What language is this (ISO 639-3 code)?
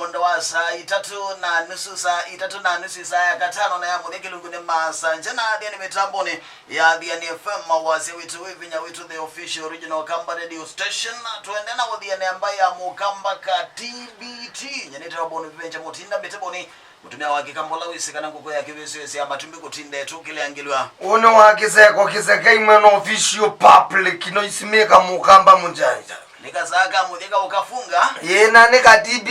kam